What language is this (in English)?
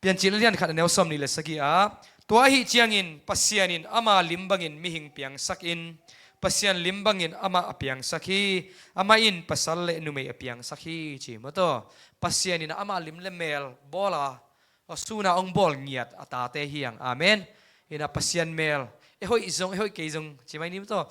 Tedim Chin